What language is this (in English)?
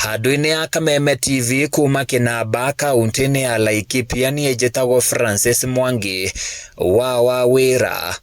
Kikuyu